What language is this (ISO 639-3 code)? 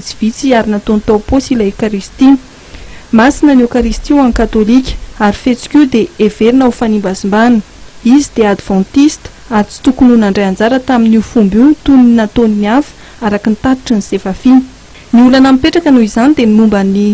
mlg